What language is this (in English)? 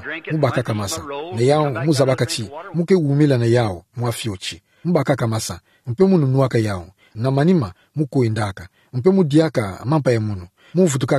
Kituba (Democratic Republic of Congo)